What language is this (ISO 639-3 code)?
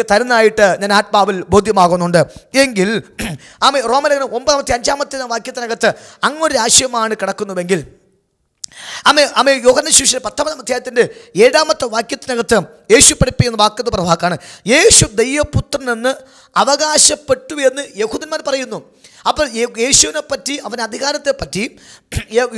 mal